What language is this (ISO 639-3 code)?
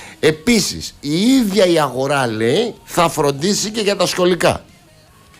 ell